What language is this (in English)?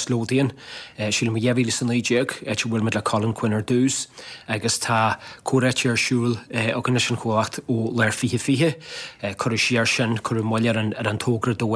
Irish